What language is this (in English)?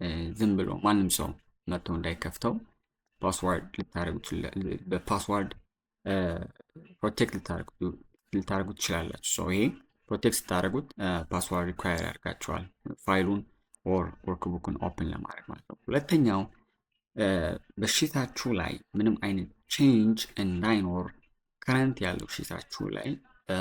Amharic